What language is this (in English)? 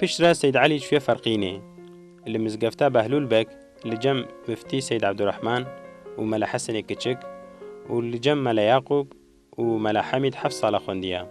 Kurdish